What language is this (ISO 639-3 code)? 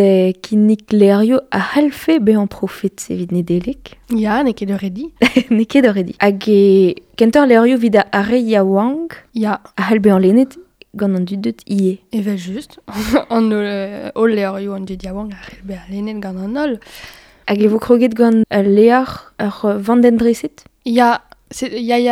bre